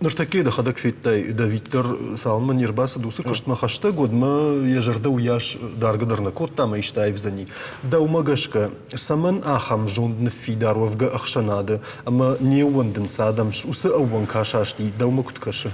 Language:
Ossetic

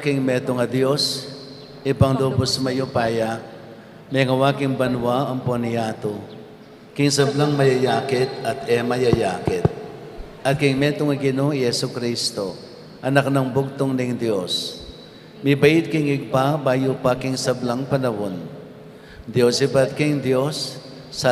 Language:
Pampanga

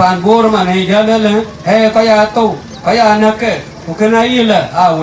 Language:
Dinka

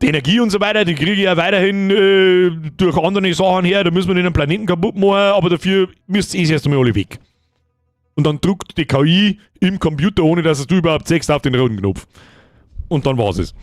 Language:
Bavarian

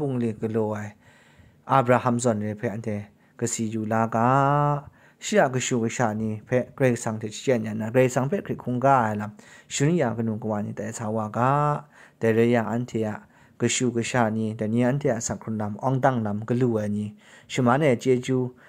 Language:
Kachin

